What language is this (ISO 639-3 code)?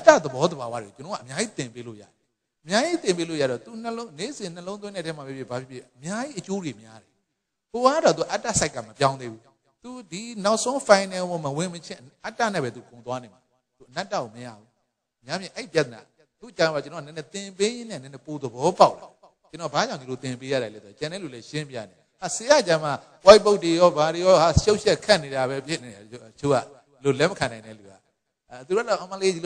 mya